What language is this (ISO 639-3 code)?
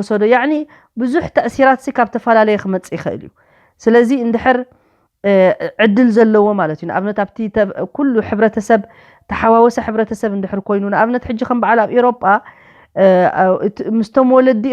tir